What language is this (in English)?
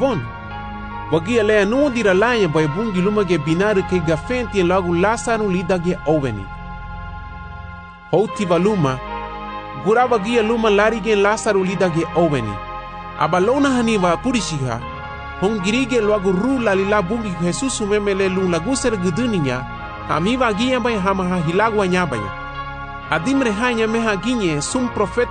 Garifuna